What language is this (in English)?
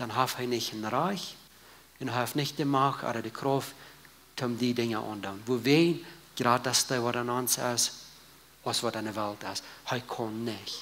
Plautdietsch